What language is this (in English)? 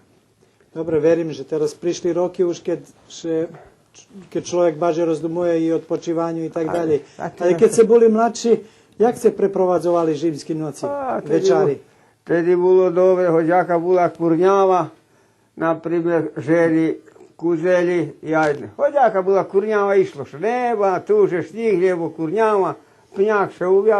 Rusyn